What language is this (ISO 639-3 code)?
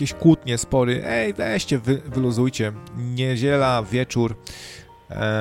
pol